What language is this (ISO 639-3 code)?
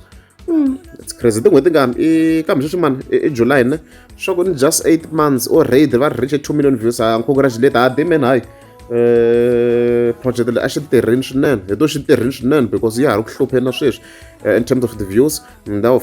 tso